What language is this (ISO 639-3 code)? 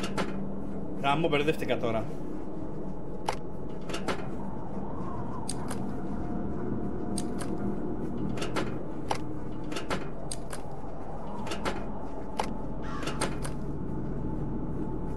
ell